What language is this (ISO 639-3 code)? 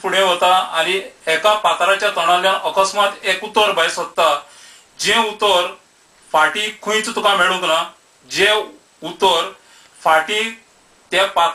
kok